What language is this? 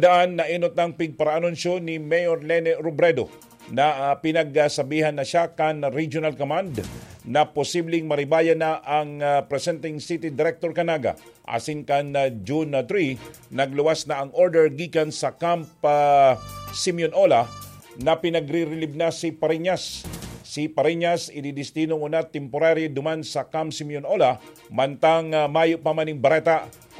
Bikol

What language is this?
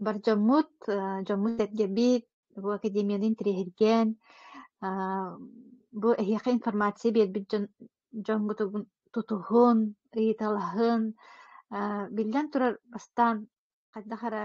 Yakut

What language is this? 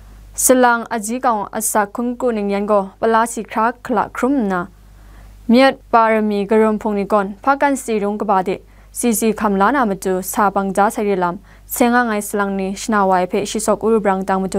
Kachin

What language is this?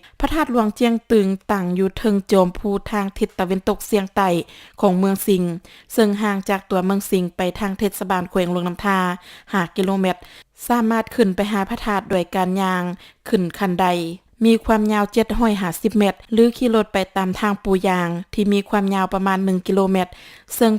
Lao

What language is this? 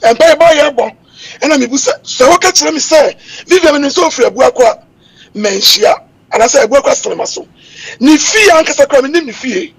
Akan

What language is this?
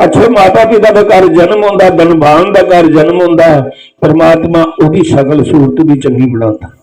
Dogri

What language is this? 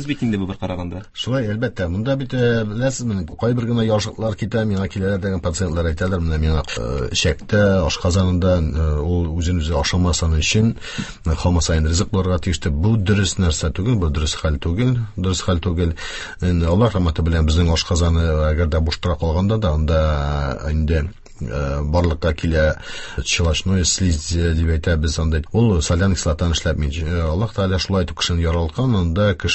Tatar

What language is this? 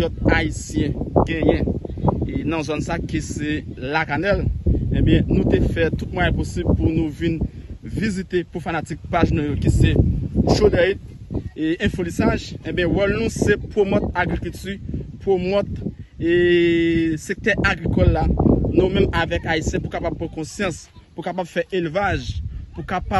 Haitian Creole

